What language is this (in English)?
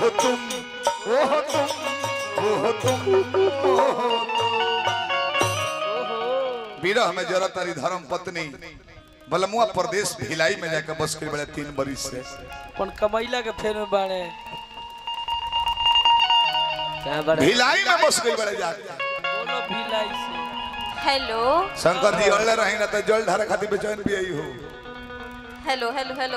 Bhojpuri